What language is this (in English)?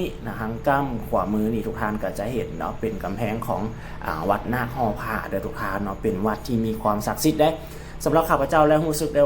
Lao